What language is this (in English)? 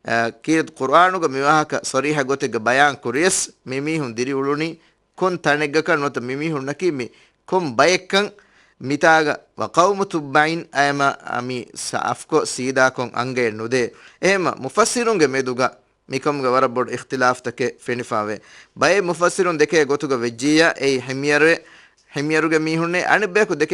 Divehi